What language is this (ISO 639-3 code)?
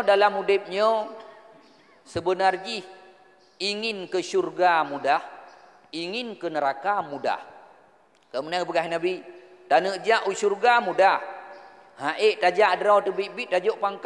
ace